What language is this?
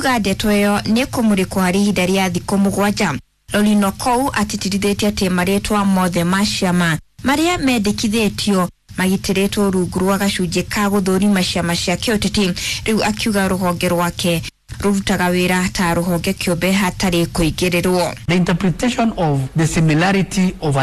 Kikuyu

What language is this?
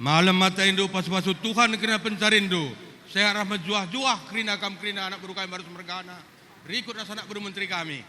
Batak Karo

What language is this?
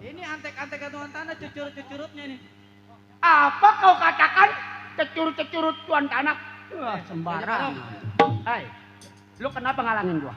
Betawi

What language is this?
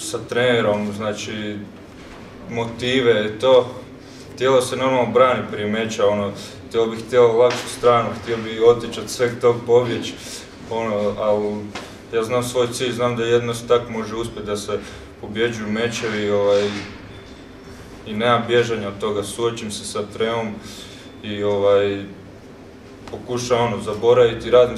Croatian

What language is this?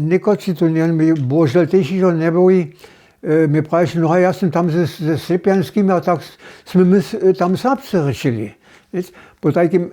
Upper Sorbian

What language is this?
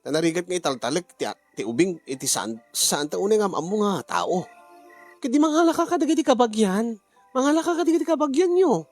Iloko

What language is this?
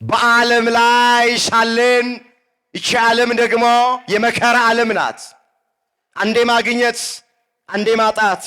Amharic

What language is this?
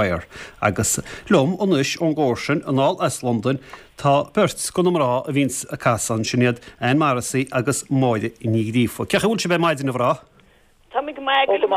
Irish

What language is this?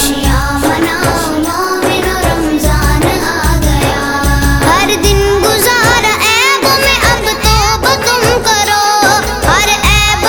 Urdu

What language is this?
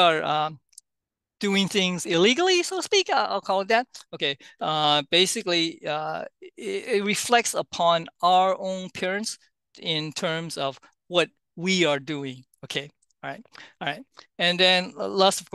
English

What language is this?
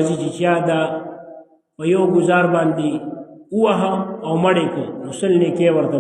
Pashto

